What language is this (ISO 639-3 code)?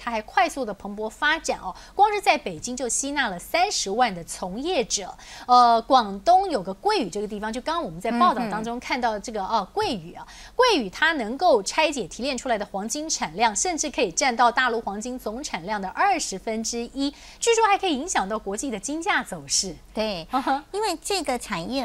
zho